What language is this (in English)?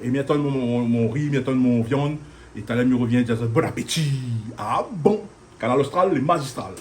Réunion Creole French